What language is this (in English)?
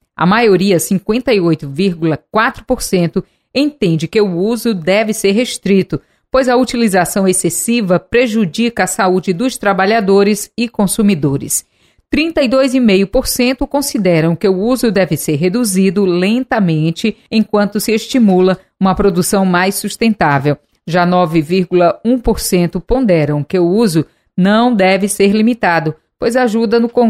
Portuguese